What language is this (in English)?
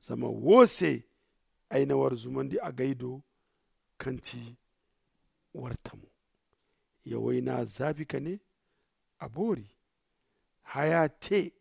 Zarma